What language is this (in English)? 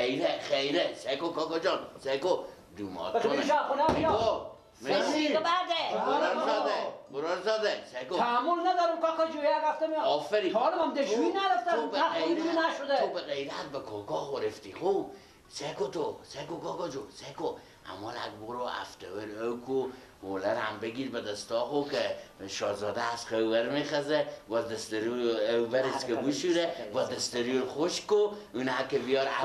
Persian